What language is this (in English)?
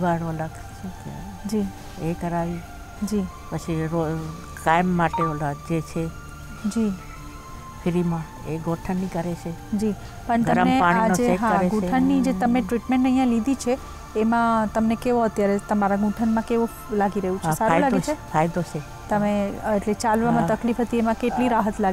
Gujarati